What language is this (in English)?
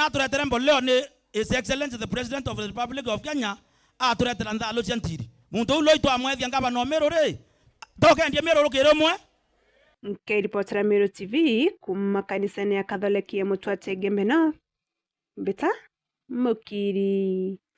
Meru